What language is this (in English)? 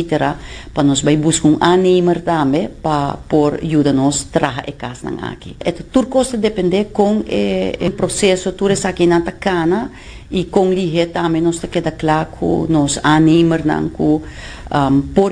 Papiamento